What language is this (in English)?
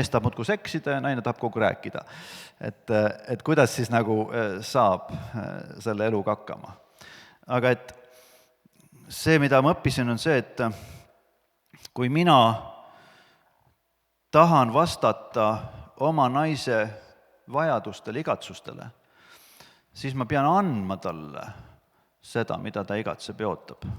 Estonian